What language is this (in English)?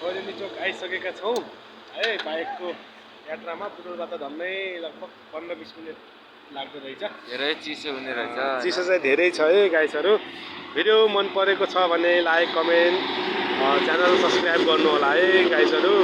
Nepali